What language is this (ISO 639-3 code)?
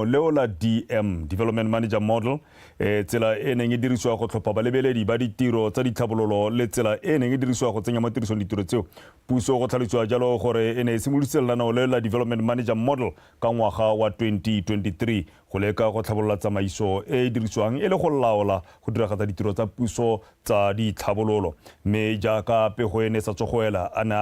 tsn